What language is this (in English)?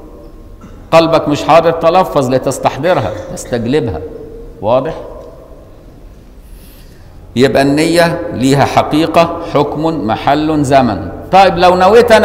Egyptian Arabic